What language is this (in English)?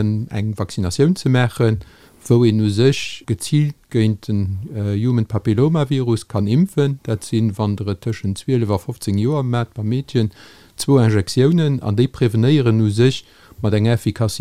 Luxembourgish